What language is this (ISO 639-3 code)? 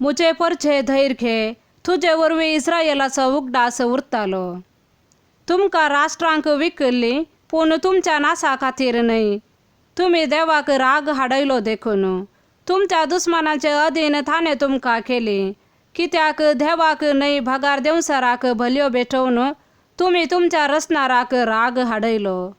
kok